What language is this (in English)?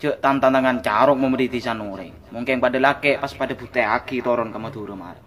Madurese